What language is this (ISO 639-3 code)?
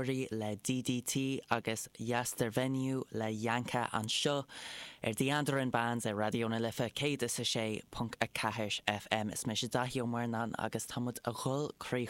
gle